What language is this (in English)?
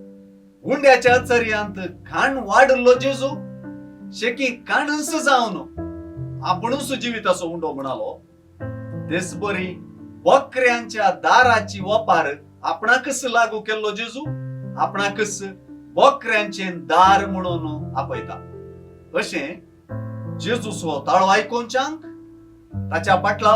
Konkani